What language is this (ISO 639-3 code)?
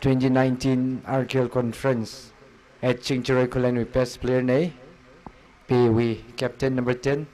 nmf